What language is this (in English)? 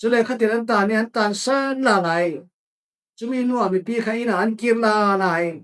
Falam Chin